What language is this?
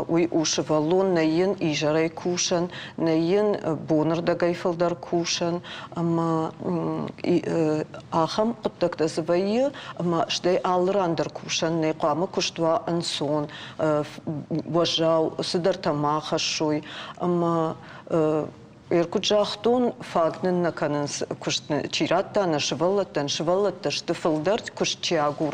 Ossetic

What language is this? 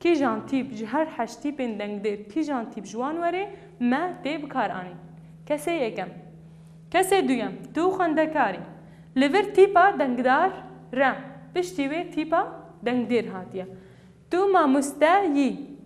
Kurdish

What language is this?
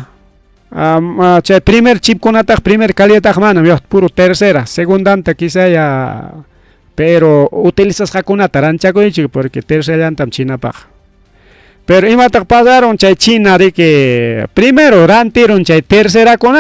Ayacucho Quechua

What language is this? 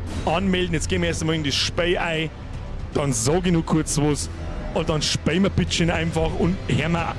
Bavarian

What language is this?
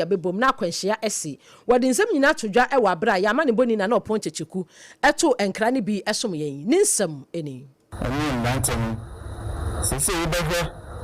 Akan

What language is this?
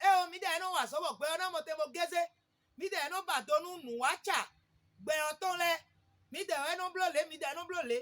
Fon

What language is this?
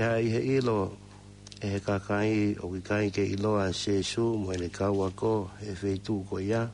Tongan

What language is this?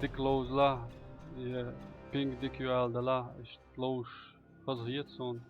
Chechen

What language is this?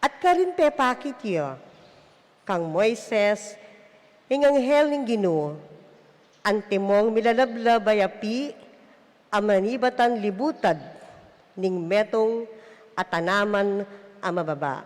Pampanga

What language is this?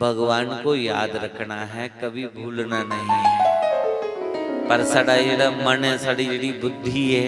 Dogri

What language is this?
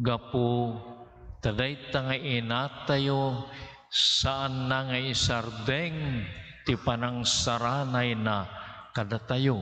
Iloko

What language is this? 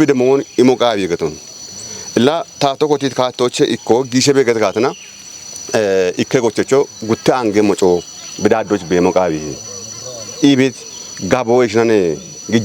Kafa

